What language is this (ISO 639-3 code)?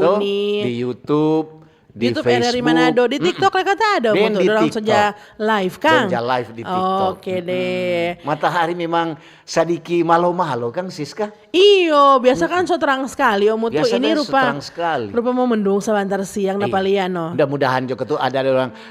xmm